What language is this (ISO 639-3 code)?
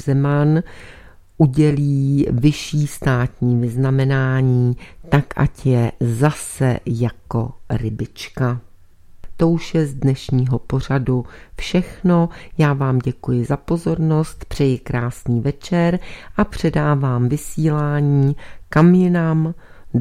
ces